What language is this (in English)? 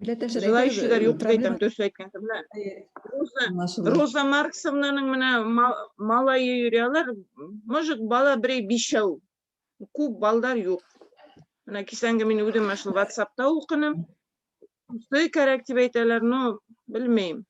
Bashkir